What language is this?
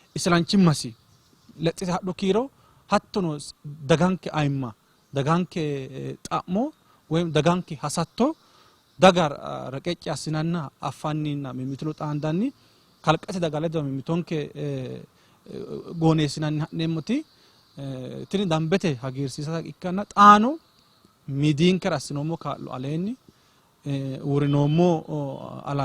Sidamo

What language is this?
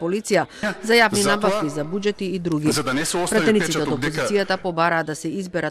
Macedonian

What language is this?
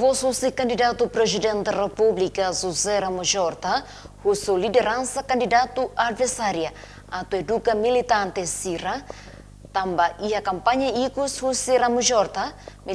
Tetum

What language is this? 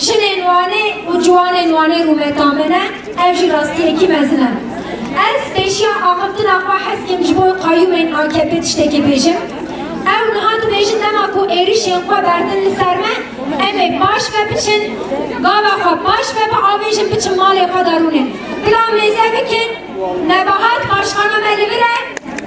Kurdish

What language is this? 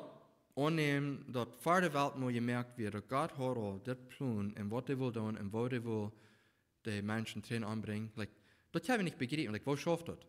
Plautdietsch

